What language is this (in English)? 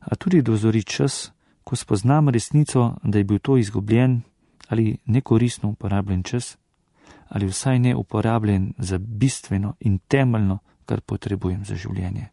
Slovenian